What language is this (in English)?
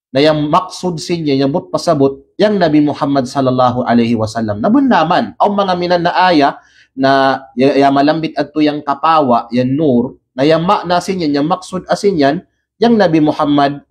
Kalagan